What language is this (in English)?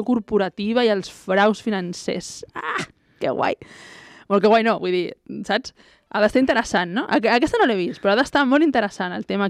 Catalan